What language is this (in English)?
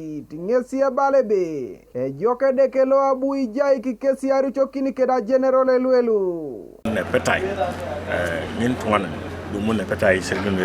Teso